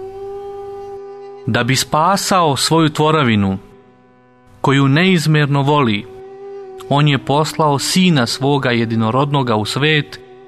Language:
Serbian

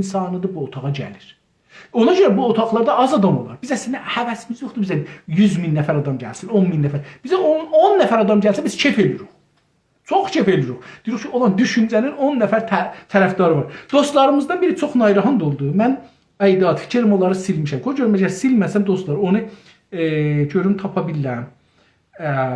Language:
South Azerbaijani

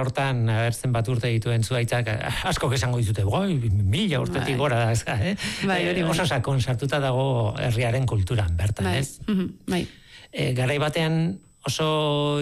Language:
Basque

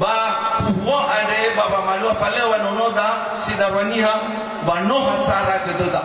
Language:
Nias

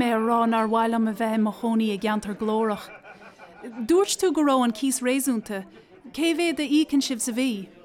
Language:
Irish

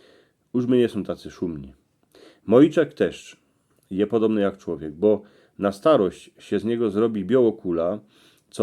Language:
Silesian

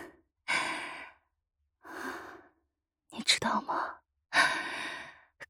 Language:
Chinese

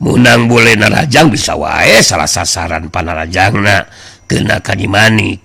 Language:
Sundanese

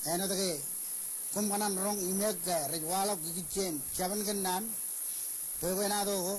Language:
Marshallese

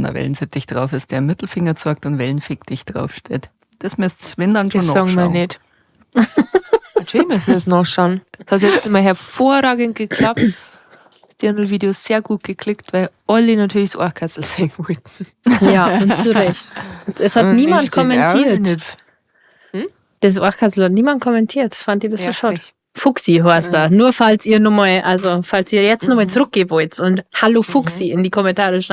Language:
Bavarian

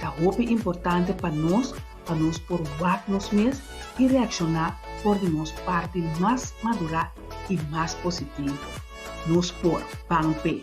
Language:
Papiamento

